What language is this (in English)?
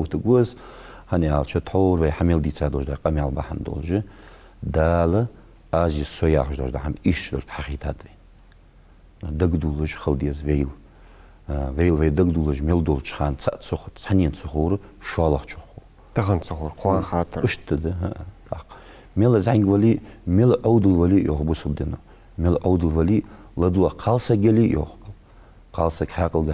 Ingush